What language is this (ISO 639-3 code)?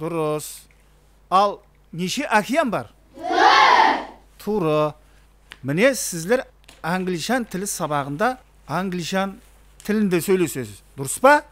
kaa